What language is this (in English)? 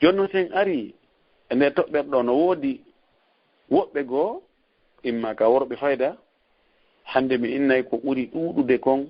Fula